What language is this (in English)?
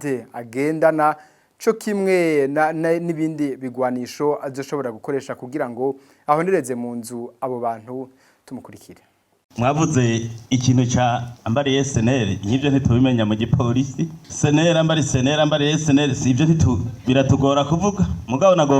Rundi